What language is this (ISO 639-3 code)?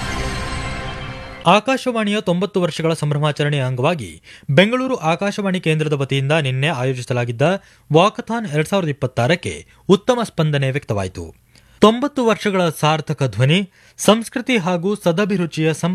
kan